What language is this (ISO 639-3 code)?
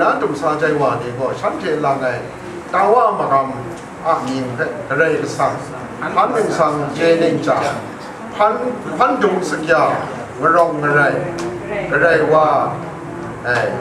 kac